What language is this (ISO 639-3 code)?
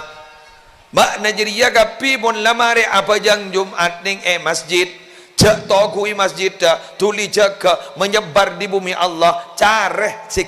mad